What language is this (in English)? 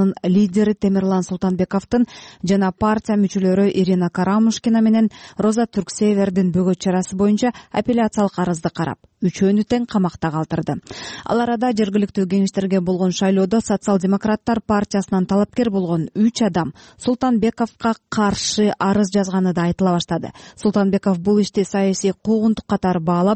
Kyrgyz